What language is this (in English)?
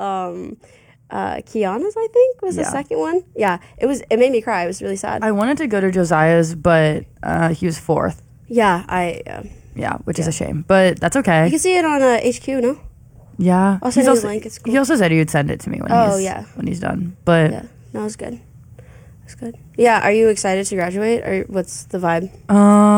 English